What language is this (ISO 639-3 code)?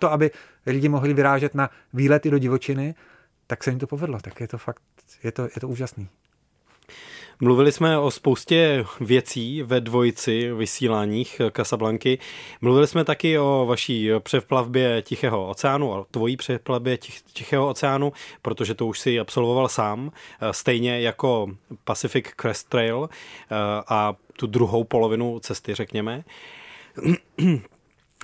ces